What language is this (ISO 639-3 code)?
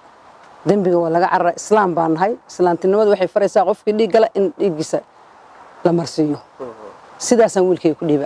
som